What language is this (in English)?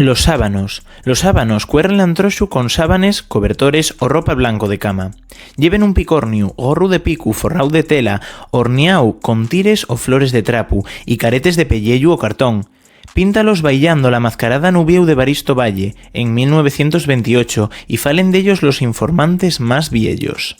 Asturian